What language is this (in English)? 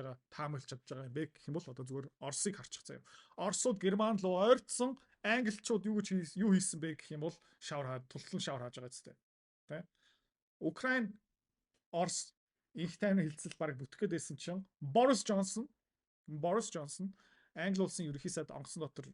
Mongolian